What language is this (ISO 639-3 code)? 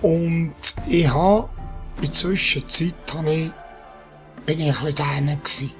gsw